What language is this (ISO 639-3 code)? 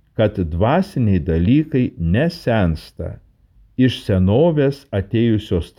lit